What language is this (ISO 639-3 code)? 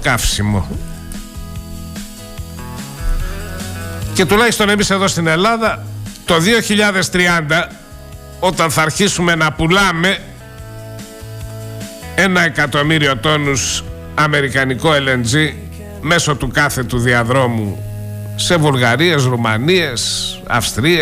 ell